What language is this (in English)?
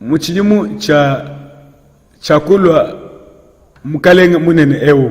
Luba-Lulua